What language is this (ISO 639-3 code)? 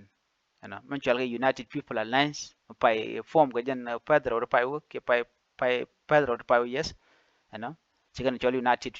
nus